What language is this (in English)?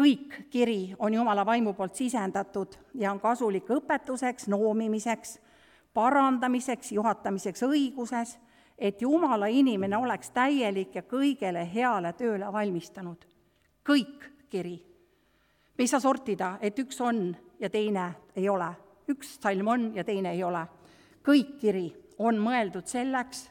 Estonian